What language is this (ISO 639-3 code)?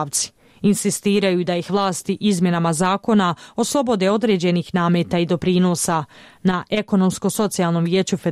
bos